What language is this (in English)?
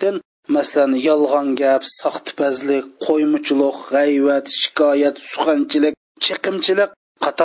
Uyghur